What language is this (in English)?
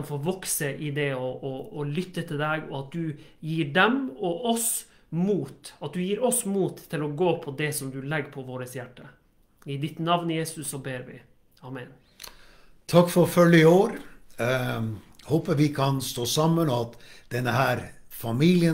Norwegian